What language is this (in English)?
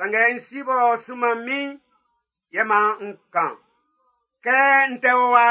Baoulé